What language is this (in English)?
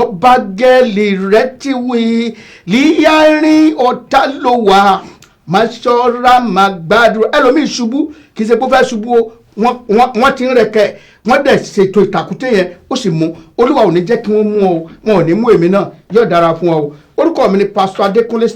Yoruba